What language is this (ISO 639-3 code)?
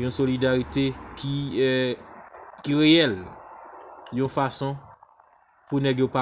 hat